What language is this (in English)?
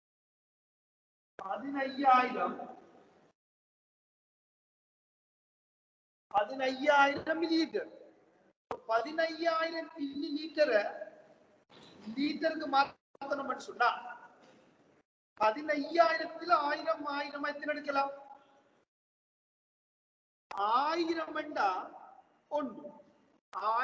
Tamil